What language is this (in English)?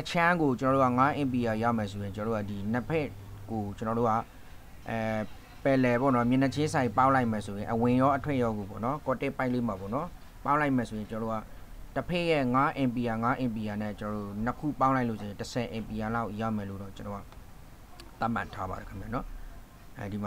Burmese